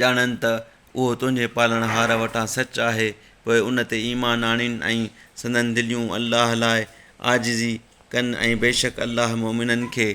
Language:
Sindhi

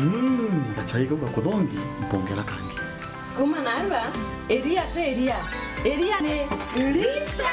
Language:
Meru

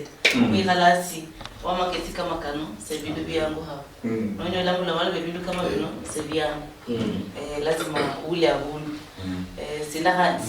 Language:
Luyia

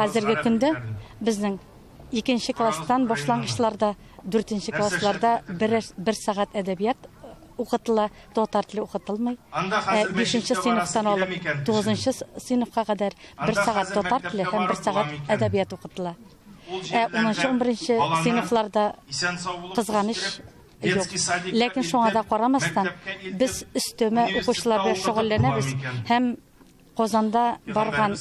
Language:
Tatar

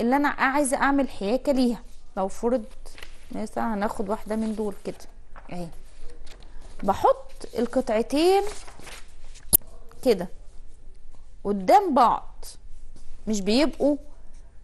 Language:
Egyptian Arabic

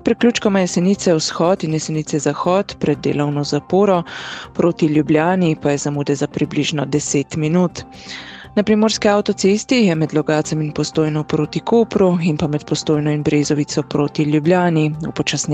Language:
Slovenian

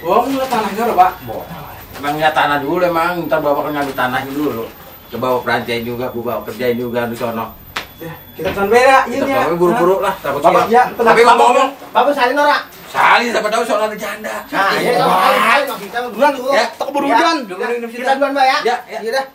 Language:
Betawi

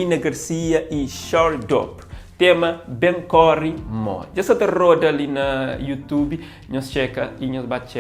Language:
Kabuverdianu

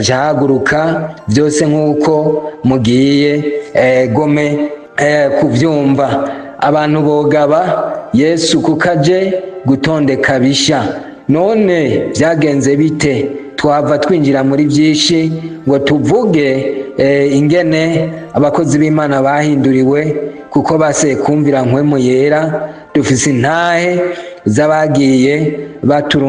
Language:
Rundi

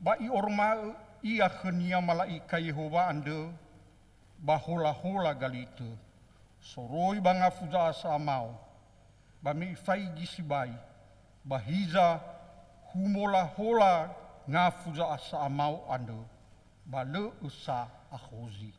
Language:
Nias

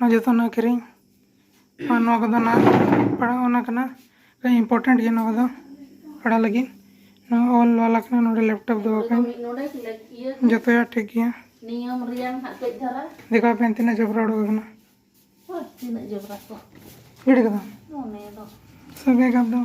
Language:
Santali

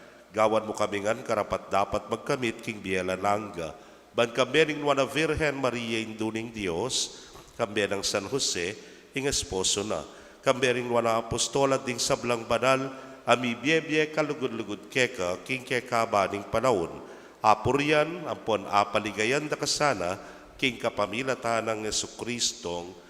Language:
Pampanga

